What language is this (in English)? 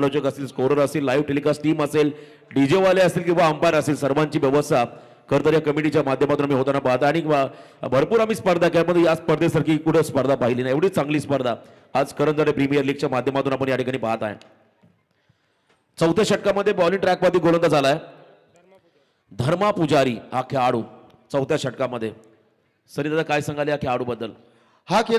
Marathi